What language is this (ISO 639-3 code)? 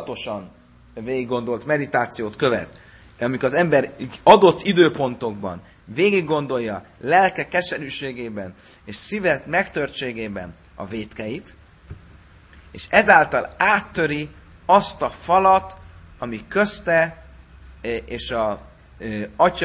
hun